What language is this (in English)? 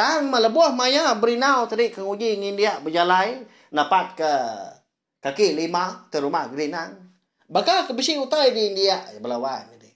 Iban